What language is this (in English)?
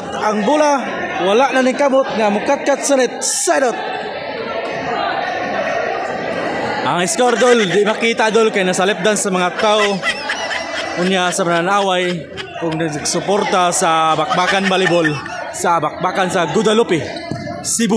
Cebuano